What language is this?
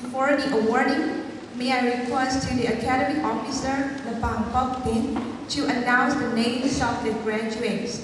Kachin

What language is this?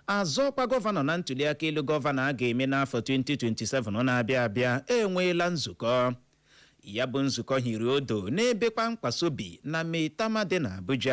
Igbo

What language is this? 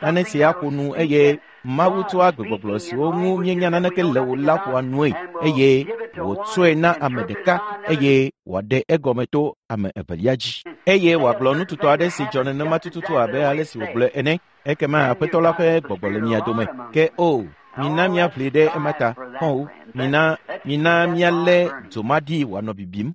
Ewe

